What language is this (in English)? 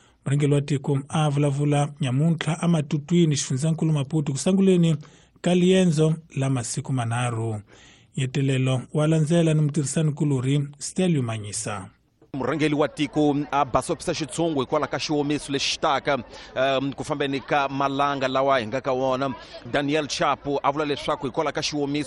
Tsonga